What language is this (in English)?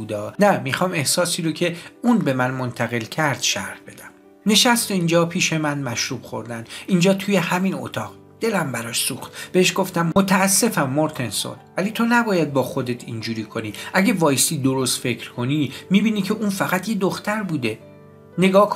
Persian